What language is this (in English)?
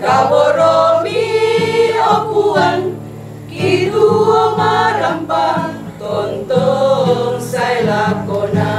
Toraja-Sa'dan